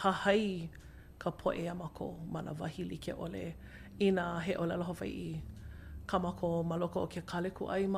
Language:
Hawaiian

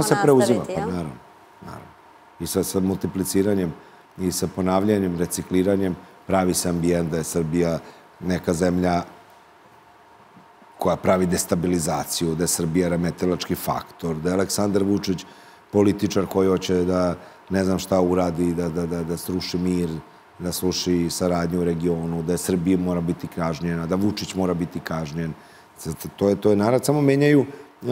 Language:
Serbian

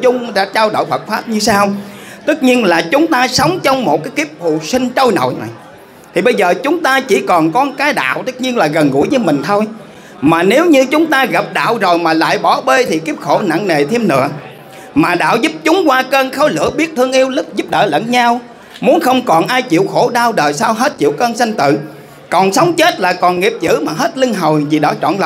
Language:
Vietnamese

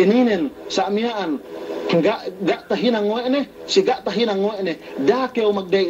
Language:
Yakan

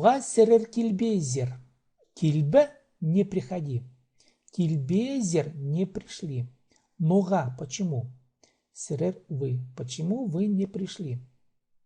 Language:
Khakas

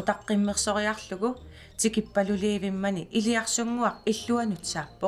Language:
Kalaallisut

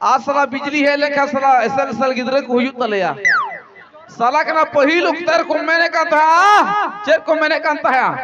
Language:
Santali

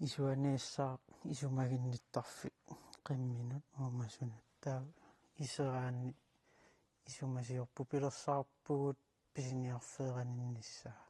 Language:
Kalaallisut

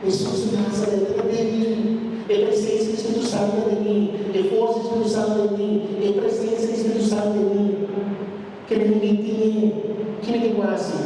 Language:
Papiamento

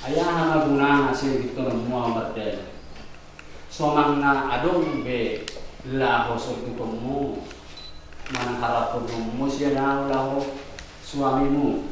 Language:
Batak Toba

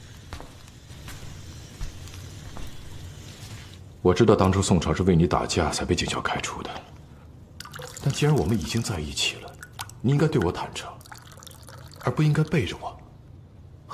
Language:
Chinese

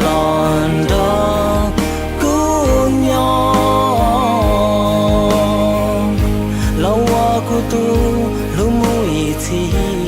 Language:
Hmong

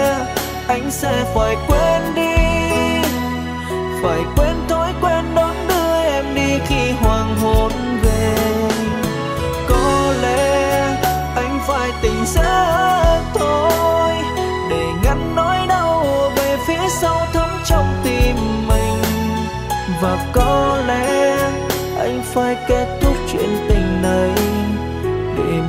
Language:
Vietnamese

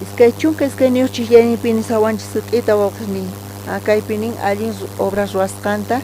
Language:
South Bolivian Quechua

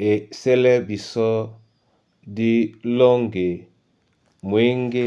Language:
Duala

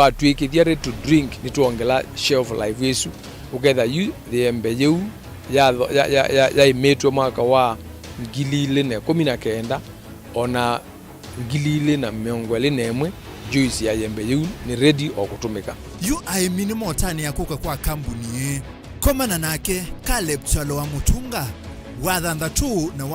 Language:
Kamba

